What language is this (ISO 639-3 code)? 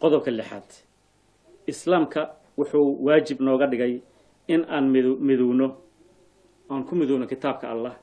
som